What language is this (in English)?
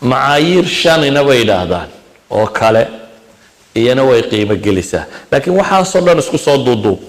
Somali